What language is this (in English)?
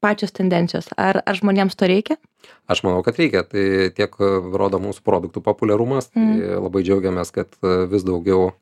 Lithuanian